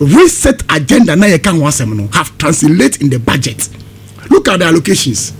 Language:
Akan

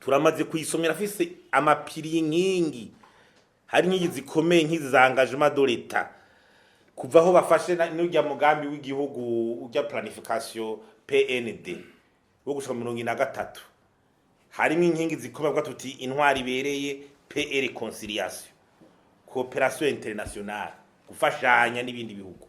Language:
Rundi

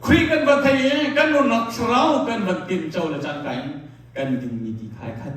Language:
Hakha Chin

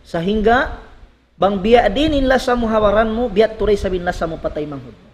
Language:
Tausug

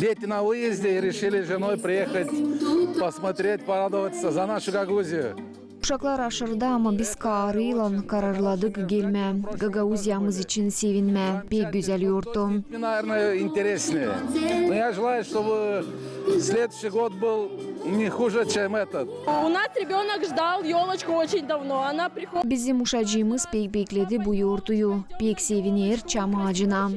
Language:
Gagauz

